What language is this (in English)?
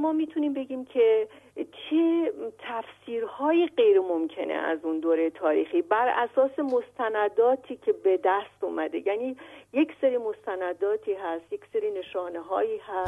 Persian